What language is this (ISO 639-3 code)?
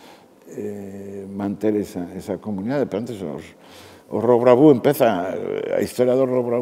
glg